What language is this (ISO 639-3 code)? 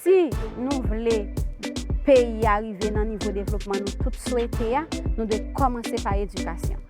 hat